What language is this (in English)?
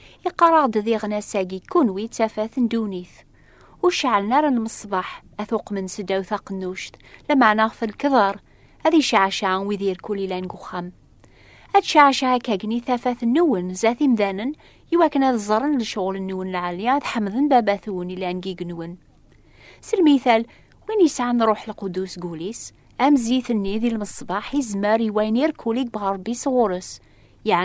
Kabyle